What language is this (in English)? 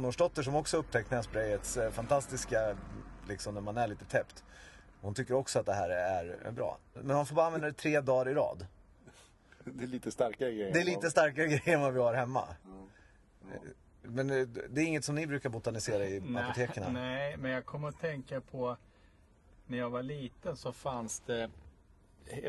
Swedish